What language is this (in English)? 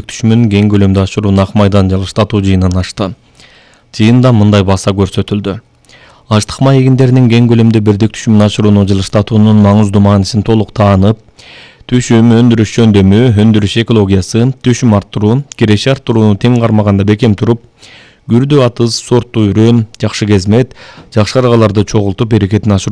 Kyrgyz